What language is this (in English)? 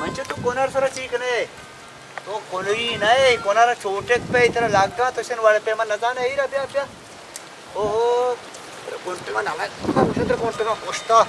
Baluchi